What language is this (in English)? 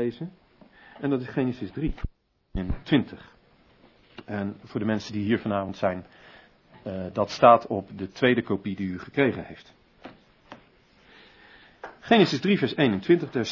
Dutch